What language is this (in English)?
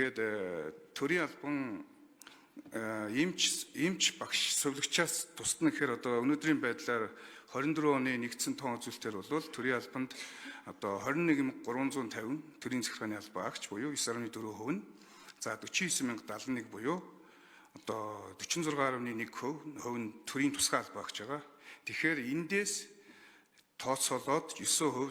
Mongolian